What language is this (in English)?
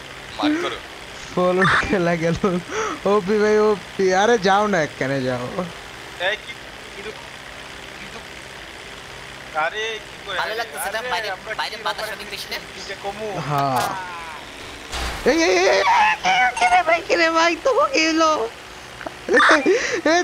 Bangla